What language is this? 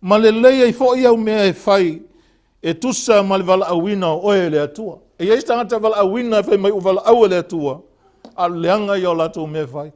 Samoan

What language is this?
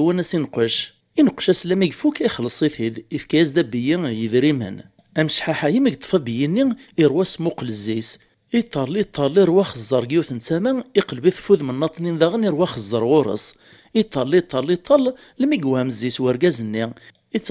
Kabyle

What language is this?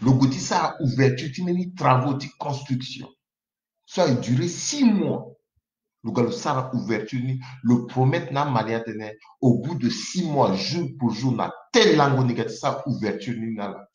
Sango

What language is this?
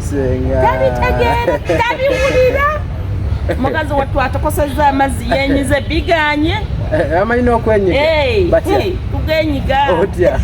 Ganda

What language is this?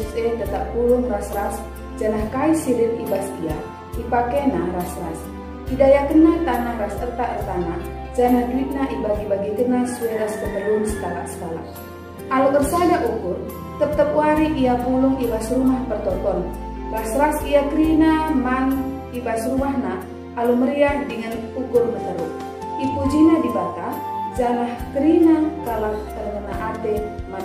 Batak Karo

